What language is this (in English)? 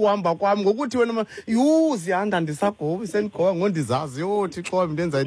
Xhosa